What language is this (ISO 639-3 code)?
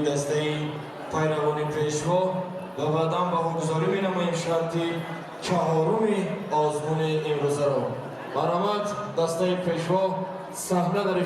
tgk